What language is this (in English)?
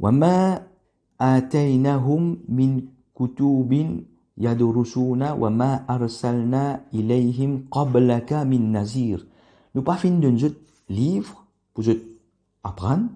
Morisyen